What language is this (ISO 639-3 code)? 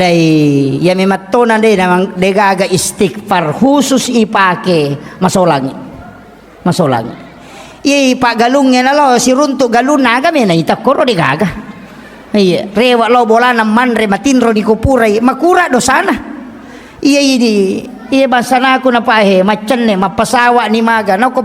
bug